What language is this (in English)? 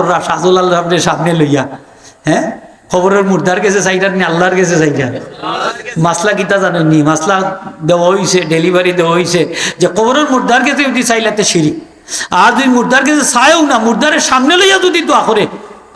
Sylheti